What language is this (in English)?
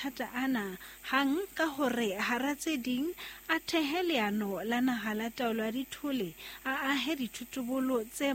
Southern Sotho